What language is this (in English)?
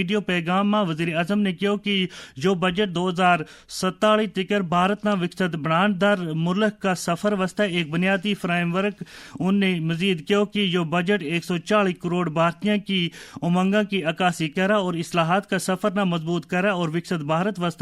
Gujari